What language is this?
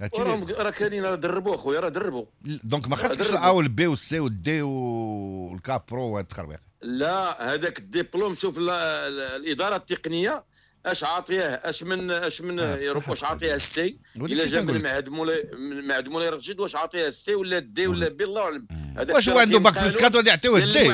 Moroccan Arabic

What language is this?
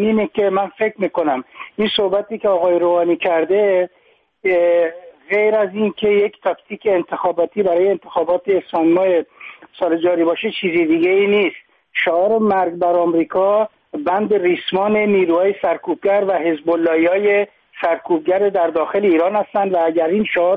Persian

